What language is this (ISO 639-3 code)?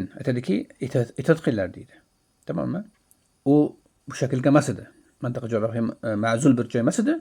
uzb